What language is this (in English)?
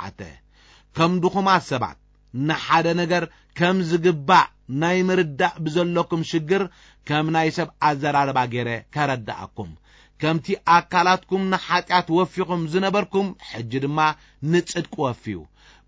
Tigrinya